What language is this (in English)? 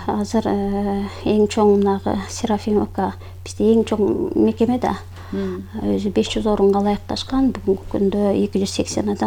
Kyrgyz